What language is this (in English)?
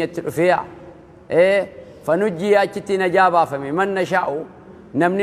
Oromo